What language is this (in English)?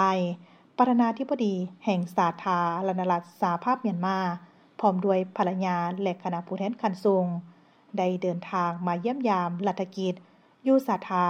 Lao